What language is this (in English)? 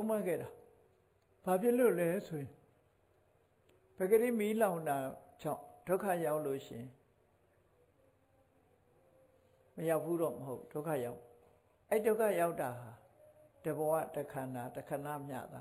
Burmese